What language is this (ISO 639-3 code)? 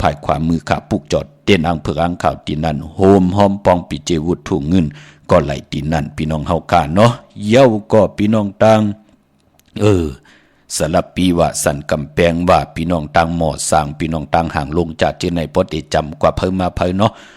shn